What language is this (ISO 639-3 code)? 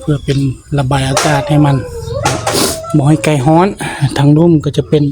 lao